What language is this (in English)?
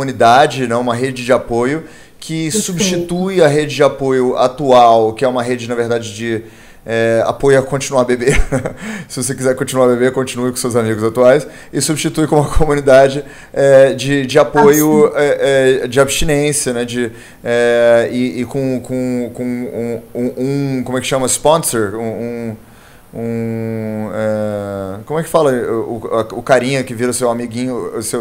Portuguese